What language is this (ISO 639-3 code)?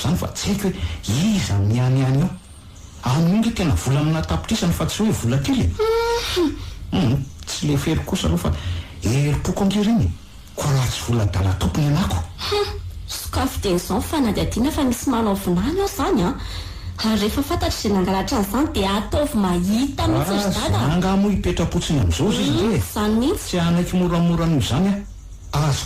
mlg